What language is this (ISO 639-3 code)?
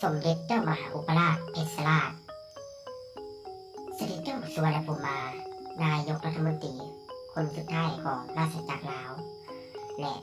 lao